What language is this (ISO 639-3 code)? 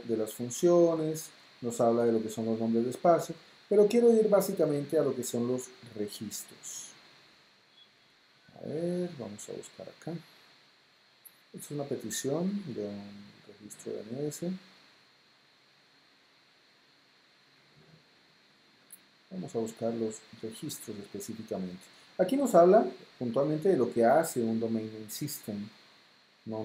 spa